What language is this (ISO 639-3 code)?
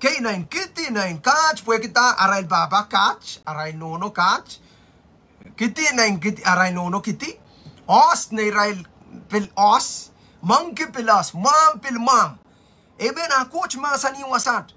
pon